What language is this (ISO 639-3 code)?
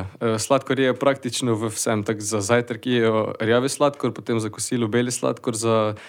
slv